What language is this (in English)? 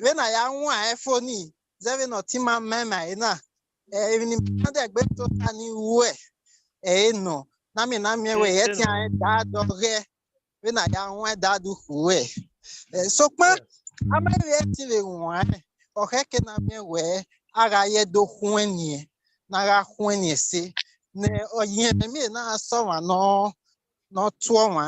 Bini